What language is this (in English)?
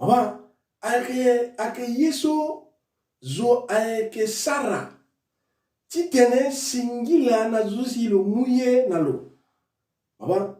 Sango